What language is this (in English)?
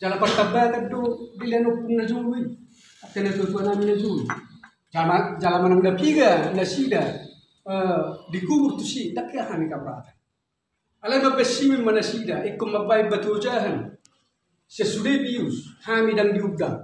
Batak Toba